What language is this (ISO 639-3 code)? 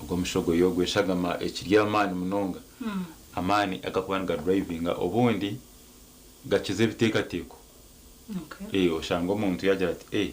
nyn